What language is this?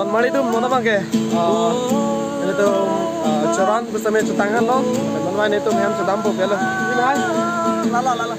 Karbi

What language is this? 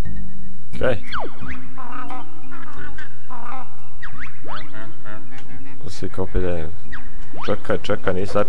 Croatian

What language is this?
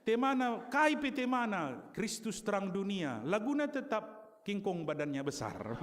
Batak Karo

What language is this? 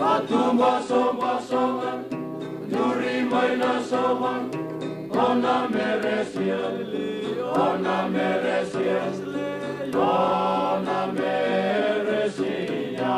Fijian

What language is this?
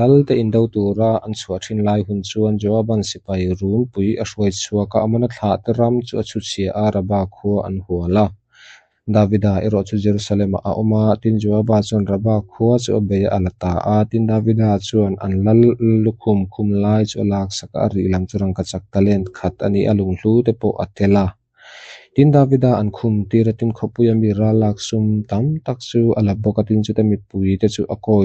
Mizo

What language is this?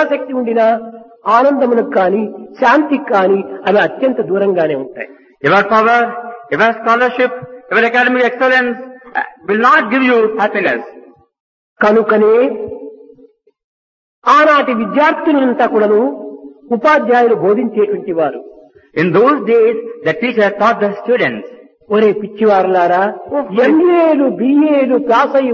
Telugu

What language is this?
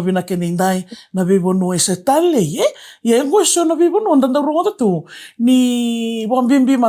Fijian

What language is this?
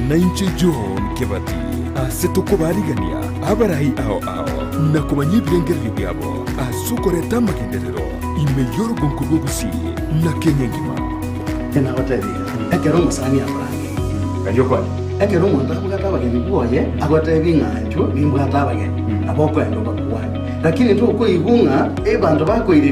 Gusii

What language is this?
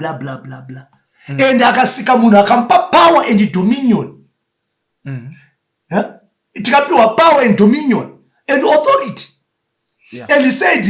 Shona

